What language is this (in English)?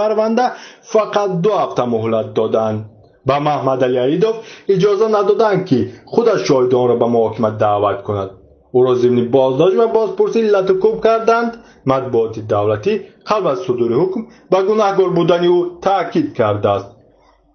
Tajik